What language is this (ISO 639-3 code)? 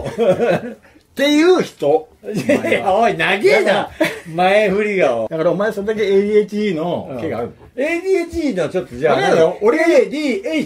jpn